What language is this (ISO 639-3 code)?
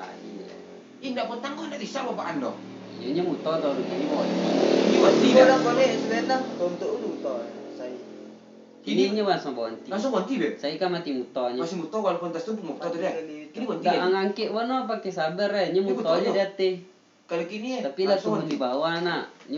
min